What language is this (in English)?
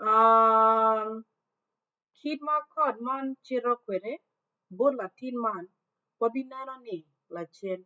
Acoli